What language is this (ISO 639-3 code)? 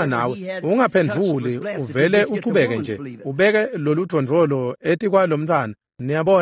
ssw